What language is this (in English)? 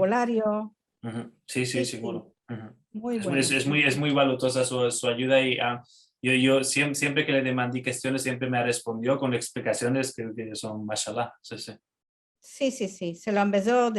Ladino